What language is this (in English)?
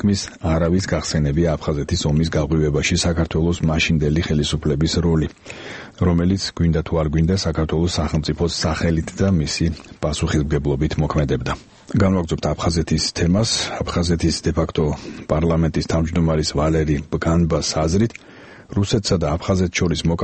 Georgian